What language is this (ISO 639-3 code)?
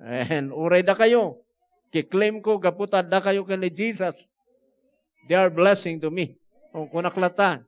ilo